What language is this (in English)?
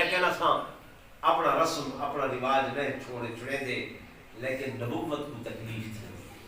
Saraiki